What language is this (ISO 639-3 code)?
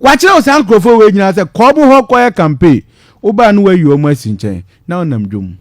aka